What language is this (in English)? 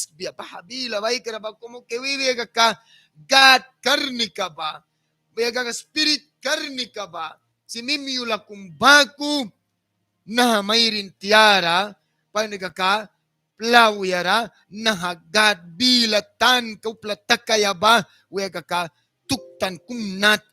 Mískito